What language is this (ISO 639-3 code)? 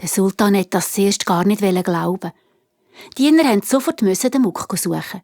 gsw